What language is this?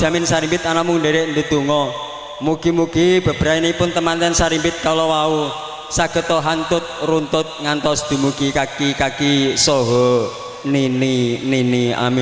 Javanese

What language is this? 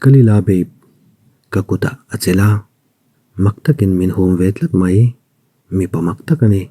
Mizo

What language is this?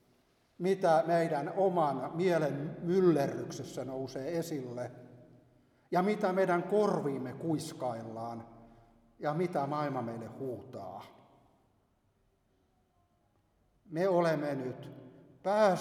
Finnish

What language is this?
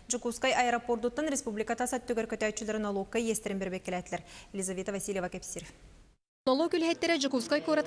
Yakut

